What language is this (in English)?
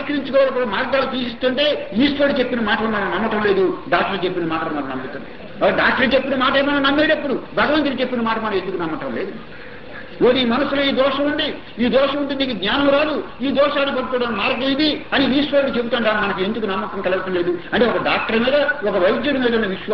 Telugu